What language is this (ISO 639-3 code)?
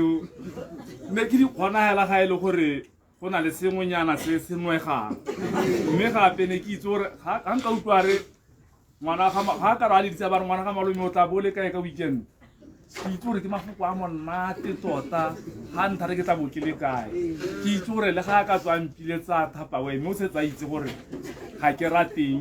tsn